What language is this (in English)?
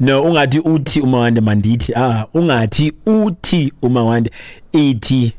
Xhosa